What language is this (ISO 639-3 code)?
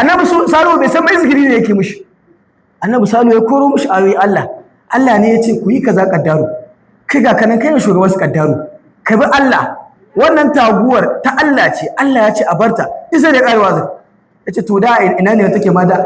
hau